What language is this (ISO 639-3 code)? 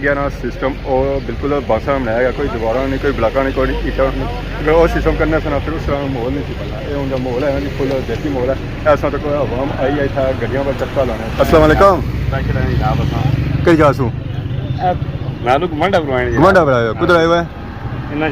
phr